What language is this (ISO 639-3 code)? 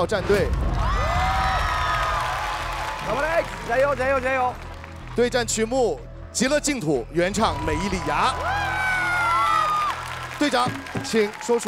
zho